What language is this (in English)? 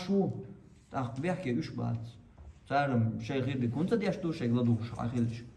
Chechen